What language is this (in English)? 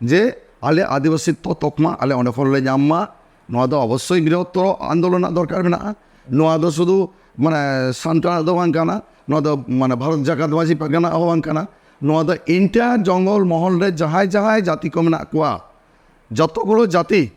Santali